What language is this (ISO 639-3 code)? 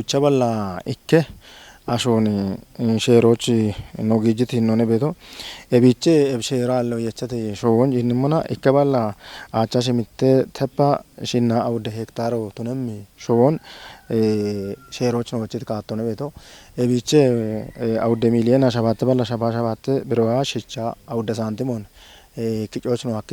kbr